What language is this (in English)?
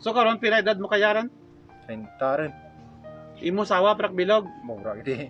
Kinaray-a